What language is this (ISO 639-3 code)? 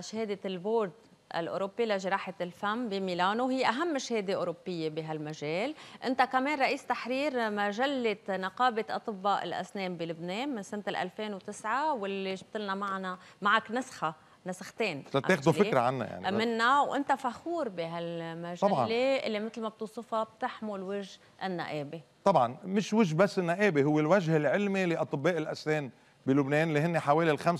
apc